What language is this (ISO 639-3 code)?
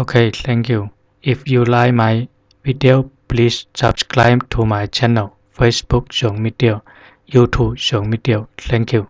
zha